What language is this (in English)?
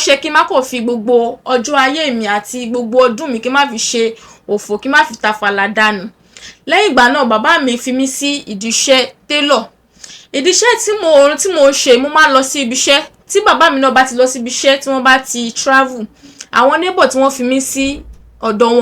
Yoruba